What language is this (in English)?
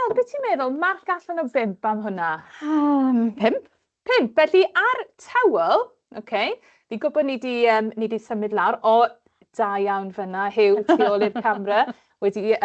Welsh